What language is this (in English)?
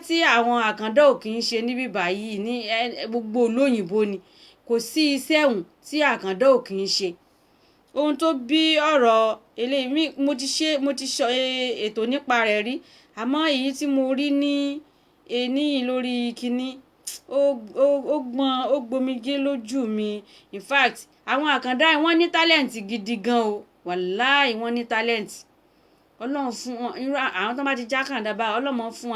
Yoruba